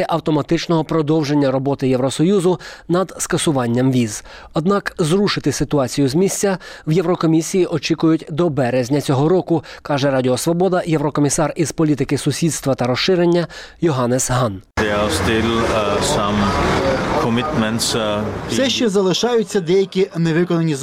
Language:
Ukrainian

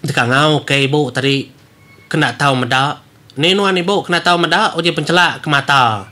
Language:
Iban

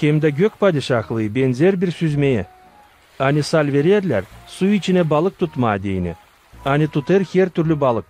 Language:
Gagauz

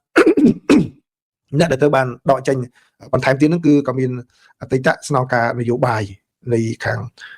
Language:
Khmer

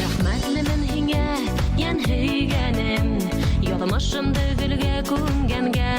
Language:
Bashkir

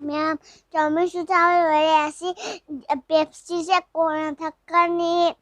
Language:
Manipuri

